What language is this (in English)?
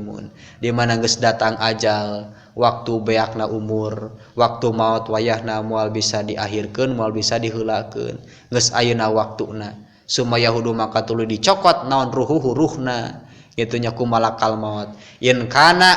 Sundanese